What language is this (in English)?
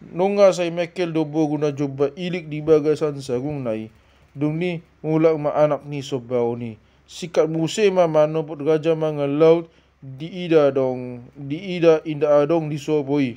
Batak Toba